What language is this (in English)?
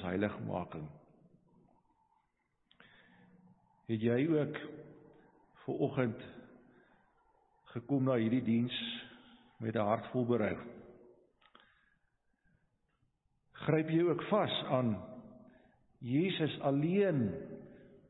Afrikaans